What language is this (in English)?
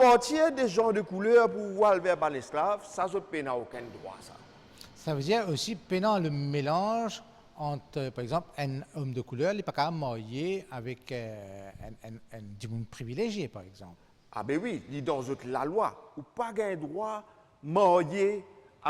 Morisyen